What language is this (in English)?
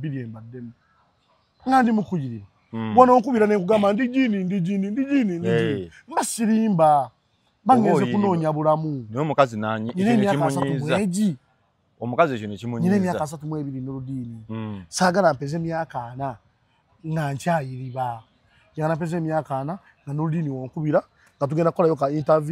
Ganda